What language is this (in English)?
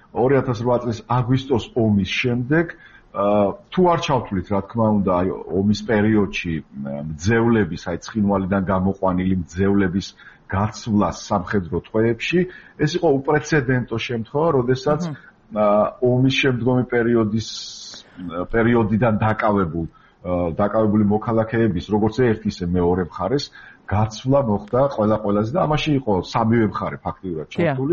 Georgian